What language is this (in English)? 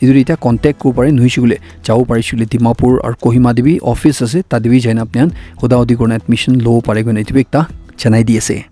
Naga Pidgin